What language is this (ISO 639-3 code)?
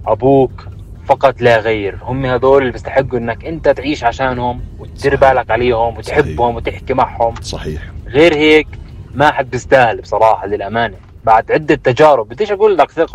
apc